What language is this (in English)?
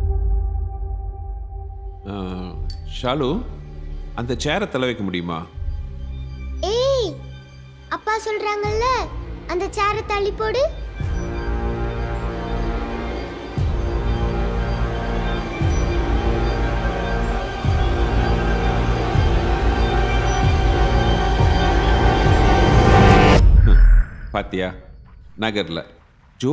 Tamil